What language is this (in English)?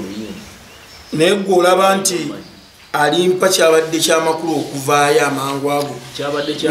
Ganda